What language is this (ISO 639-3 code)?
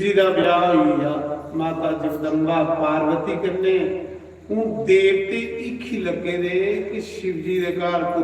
doi